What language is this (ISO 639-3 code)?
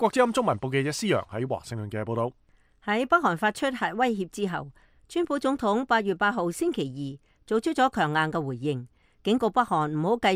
yue